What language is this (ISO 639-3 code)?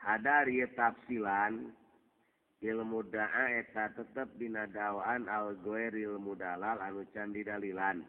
sun